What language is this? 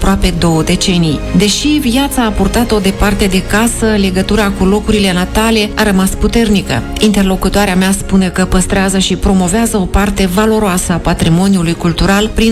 Romanian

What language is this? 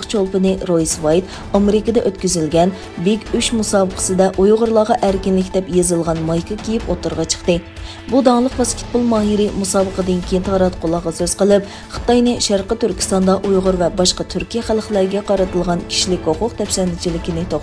Uyghur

